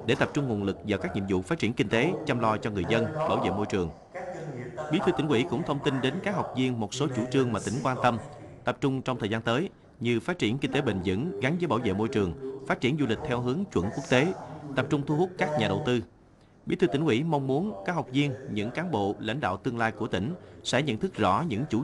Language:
Vietnamese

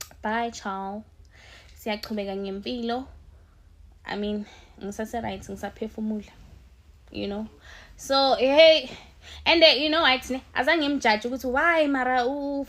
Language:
Zulu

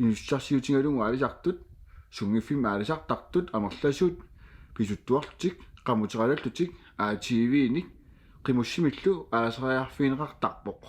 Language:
Kalaallisut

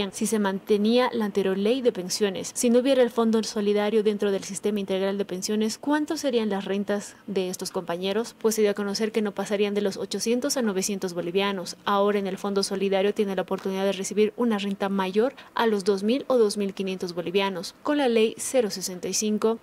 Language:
Spanish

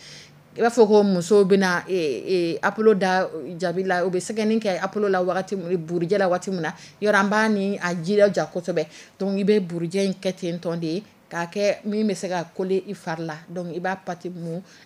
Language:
Dyula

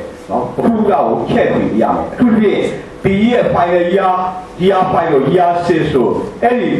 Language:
Burmese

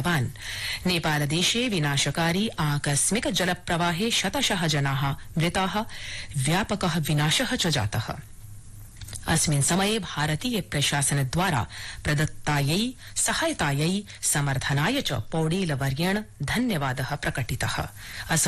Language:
Sanskrit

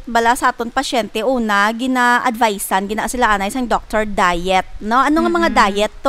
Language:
Hiligaynon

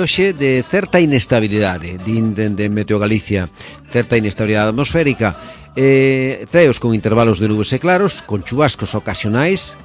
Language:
Galician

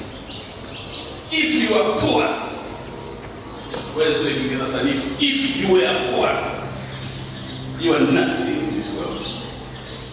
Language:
Swahili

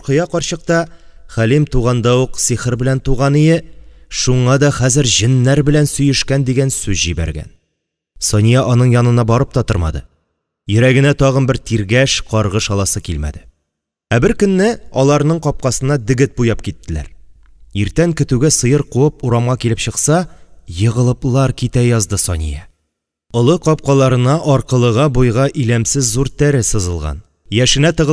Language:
Tatar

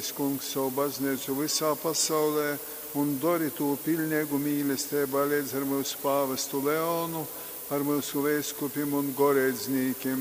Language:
Latgalian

